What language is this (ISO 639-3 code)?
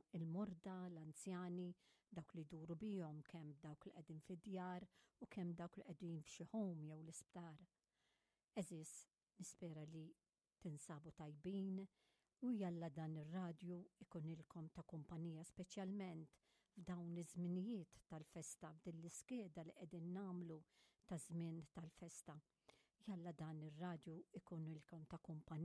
mlt